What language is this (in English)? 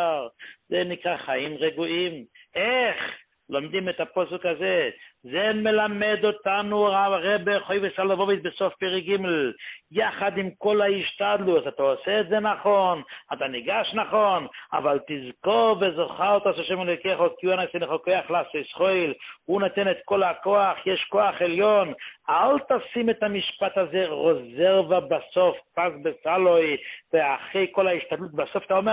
Hebrew